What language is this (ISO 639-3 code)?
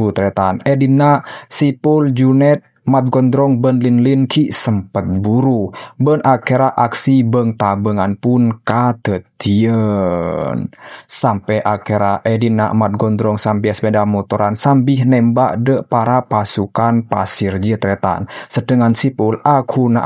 mad